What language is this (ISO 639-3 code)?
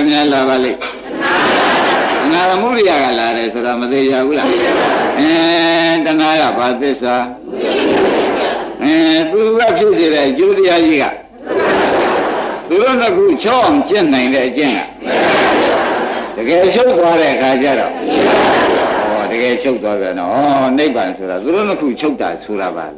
mya